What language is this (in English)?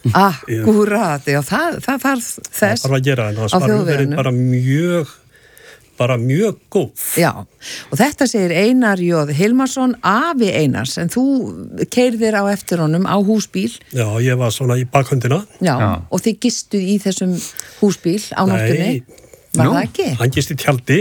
Icelandic